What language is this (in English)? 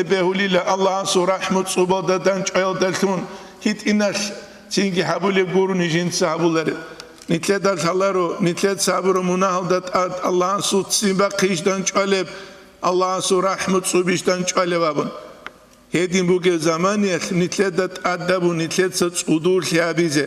Avaric